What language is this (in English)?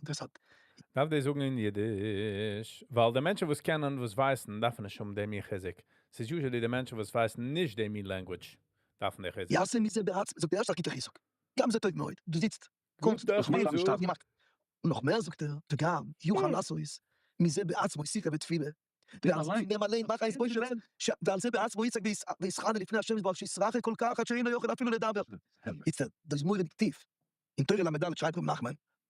Yiddish